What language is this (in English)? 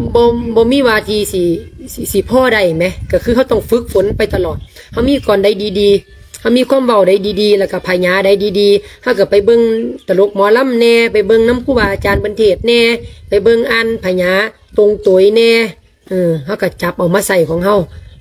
Lao